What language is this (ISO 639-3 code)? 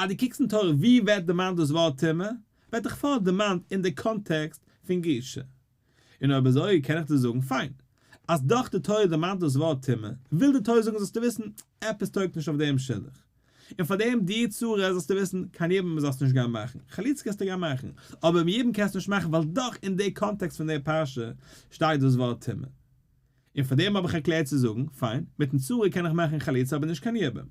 yid